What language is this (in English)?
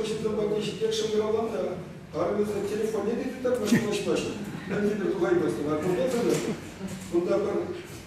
Chuvash